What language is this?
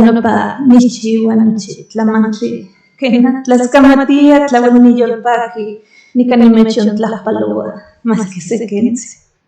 Central Nahuatl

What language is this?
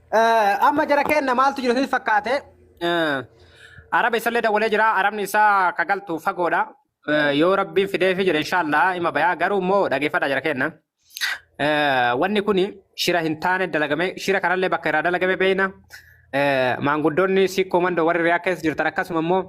Oromo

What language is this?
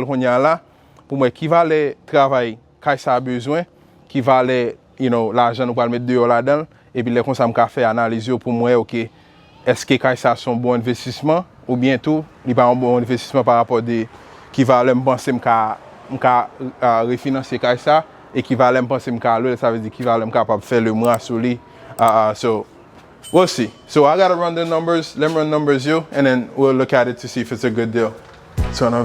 Haitian Creole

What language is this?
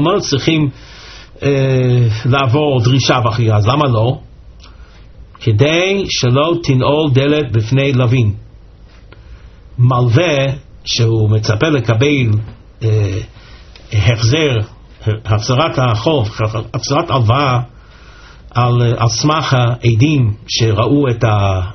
Hebrew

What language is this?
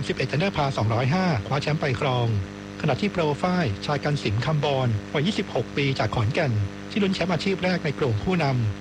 Thai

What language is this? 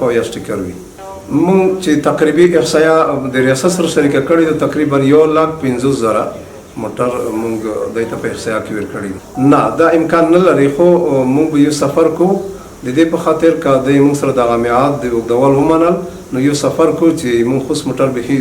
Pashto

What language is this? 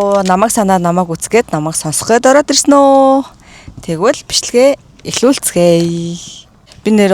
Mongolian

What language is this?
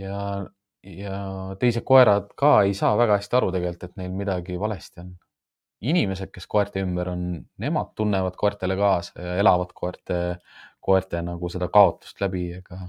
Estonian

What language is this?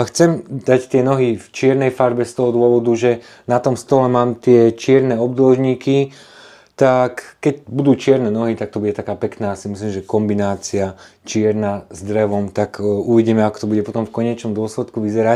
Slovak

